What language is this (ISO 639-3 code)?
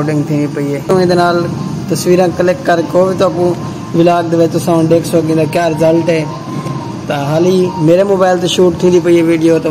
skr